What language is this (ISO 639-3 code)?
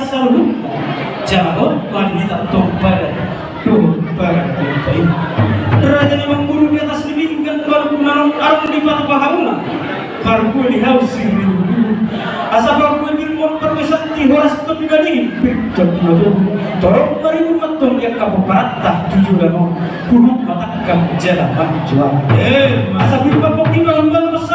bbc